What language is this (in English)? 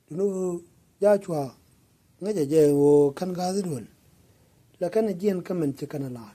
Nuer